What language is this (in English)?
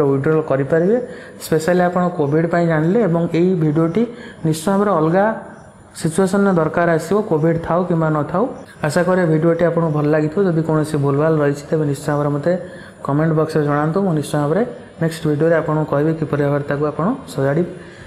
Odia